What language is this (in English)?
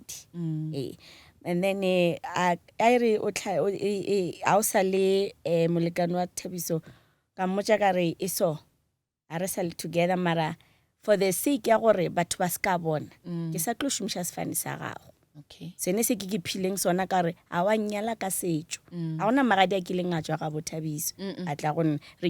Northern Sotho